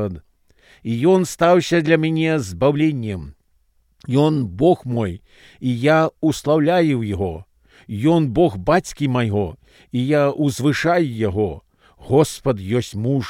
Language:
Belarusian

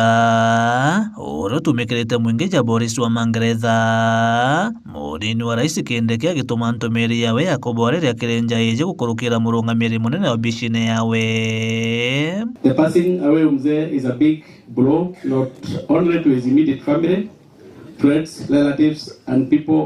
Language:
Meru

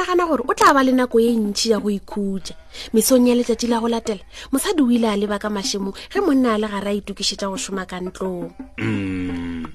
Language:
Northern Sotho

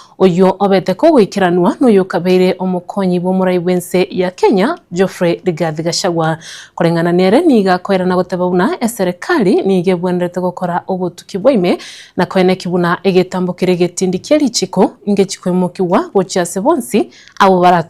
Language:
Gusii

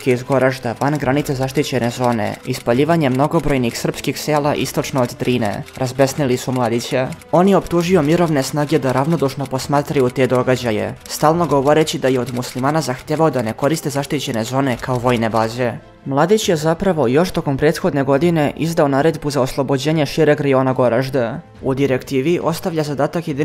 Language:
Serbian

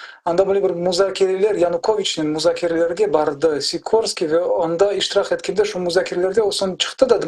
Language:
Crimean Tatar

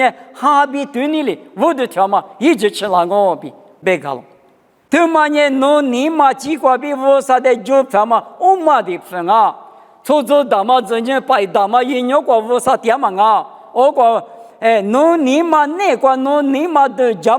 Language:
Lisu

